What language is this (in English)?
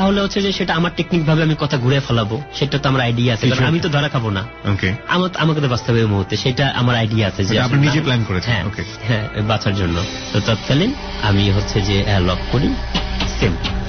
Bangla